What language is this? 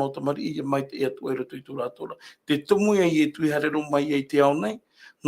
Tahitian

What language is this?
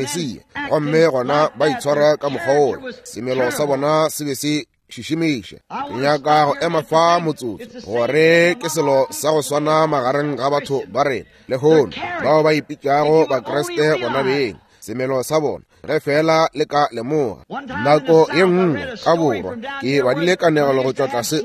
Northern Sotho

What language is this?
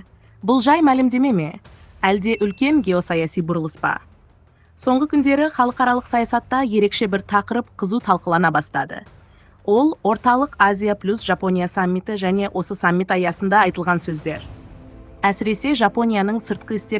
Kazakh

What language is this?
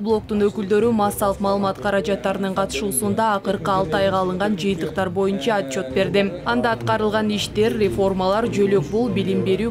Kyrgyz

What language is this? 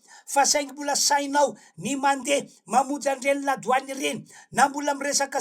Malagasy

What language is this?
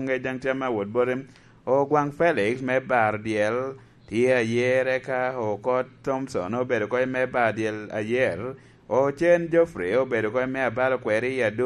Lango (Uganda)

